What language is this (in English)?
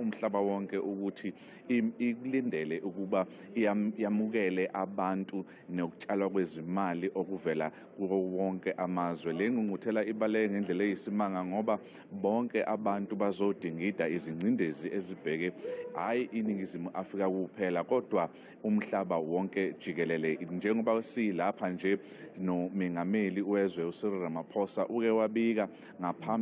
Zulu